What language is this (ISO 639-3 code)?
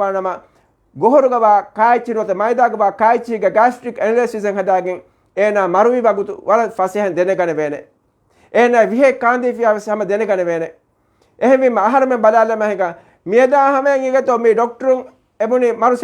div